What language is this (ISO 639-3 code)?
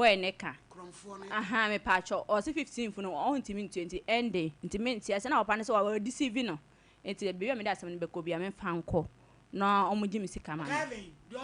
aka